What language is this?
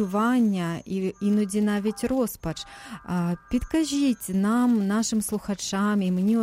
Ukrainian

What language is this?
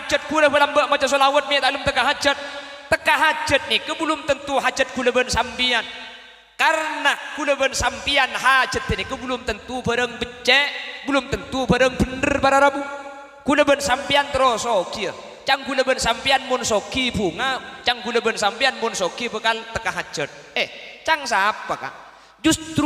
Madurese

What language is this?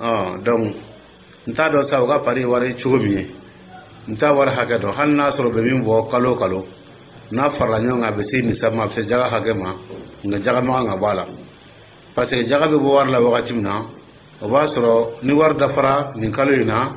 Dyula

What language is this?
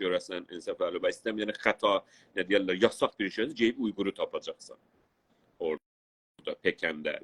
South Azerbaijani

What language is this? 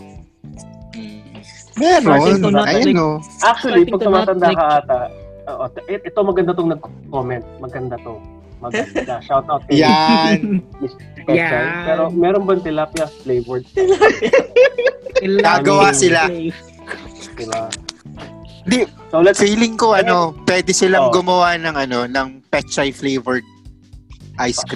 Filipino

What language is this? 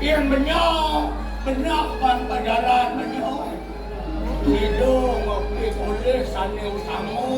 Balinese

